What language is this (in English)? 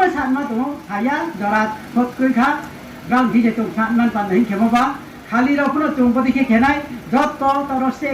Riang (India)